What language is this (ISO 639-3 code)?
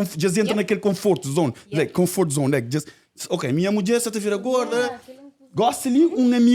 kea